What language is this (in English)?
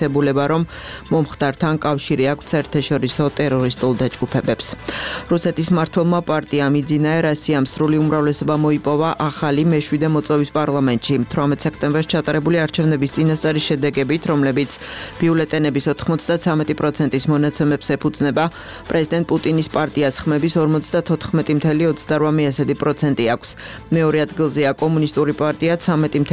Georgian